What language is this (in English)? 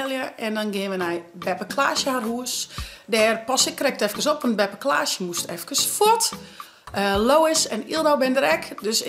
Western Frisian